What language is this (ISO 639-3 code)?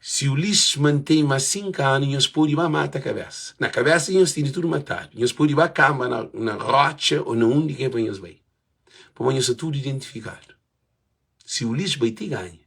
kea